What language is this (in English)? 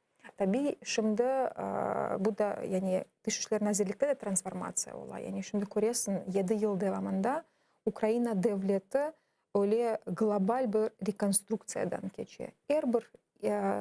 Crimean Tatar